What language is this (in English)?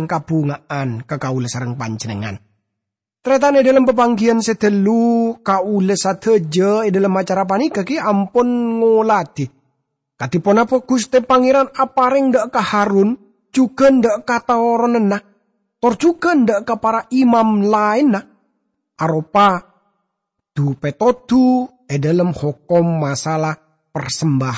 Madurese